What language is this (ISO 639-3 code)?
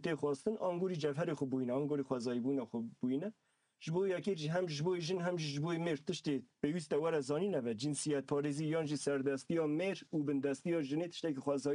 kur